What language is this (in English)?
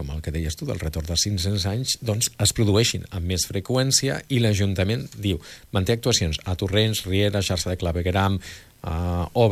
Catalan